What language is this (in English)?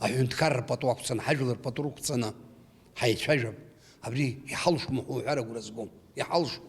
Abkhazian